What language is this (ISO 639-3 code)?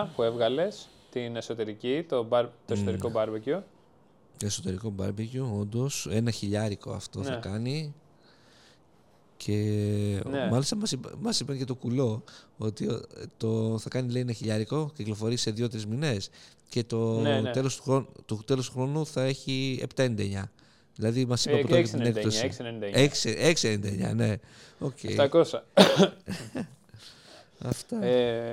ell